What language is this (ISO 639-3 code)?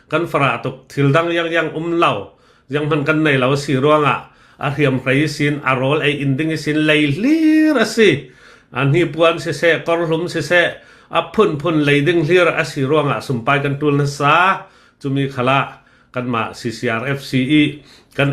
cnh